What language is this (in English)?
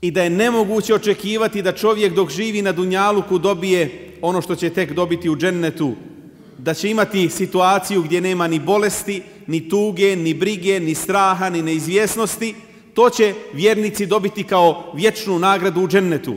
Bosnian